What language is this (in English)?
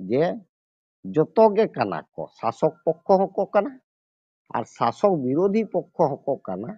Santali